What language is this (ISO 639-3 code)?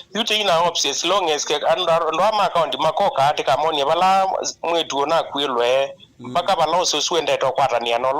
kam